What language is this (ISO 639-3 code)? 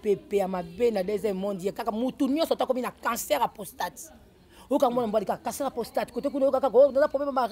lin